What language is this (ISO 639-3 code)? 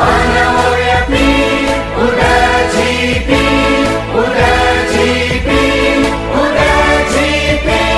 new